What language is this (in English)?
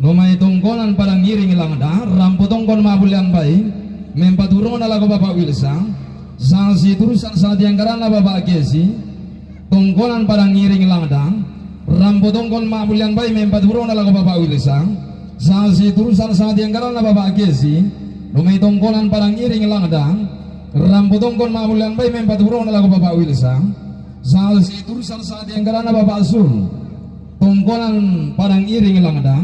Toraja-Sa'dan